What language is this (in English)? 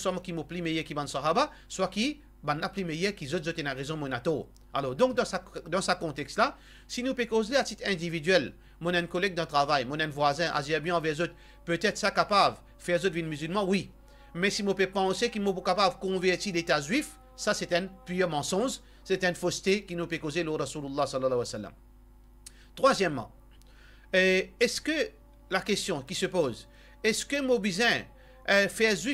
Morisyen